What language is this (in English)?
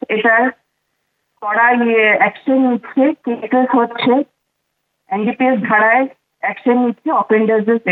Bangla